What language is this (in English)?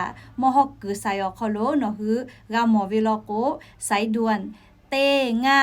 Lahu